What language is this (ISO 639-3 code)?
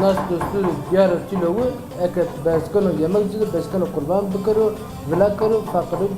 zza